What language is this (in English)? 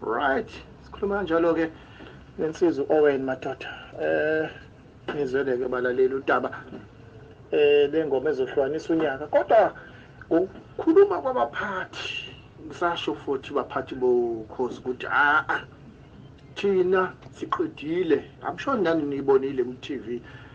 Zulu